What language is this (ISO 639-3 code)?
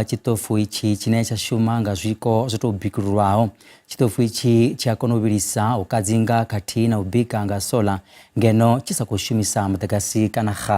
ven